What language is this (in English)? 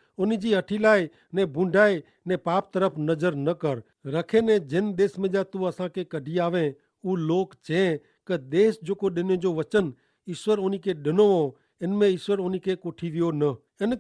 Kachhi